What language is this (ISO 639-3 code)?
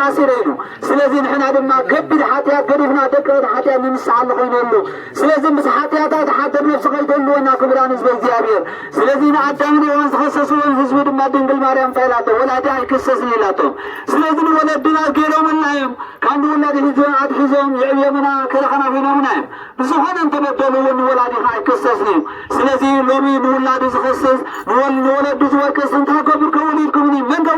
tir